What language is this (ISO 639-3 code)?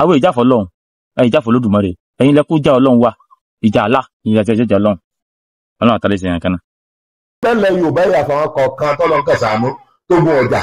yor